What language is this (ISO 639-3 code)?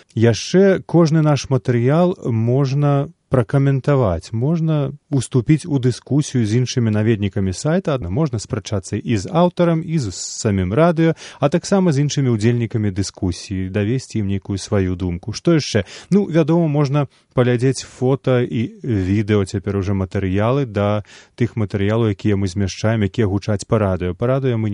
bel